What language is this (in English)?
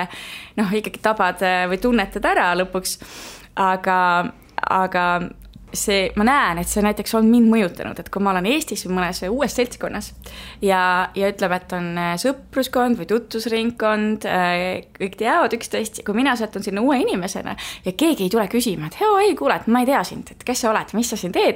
Estonian